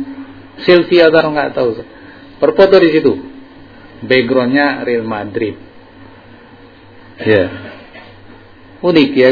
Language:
Indonesian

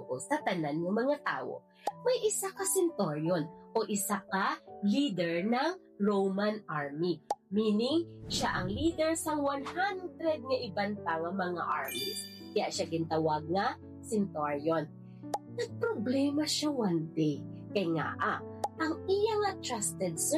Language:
Hiligaynon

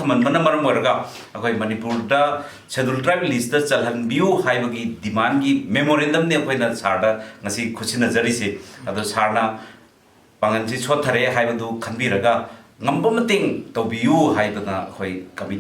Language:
Manipuri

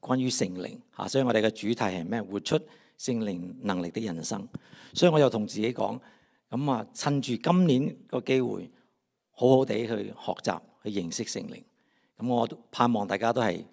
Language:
Cantonese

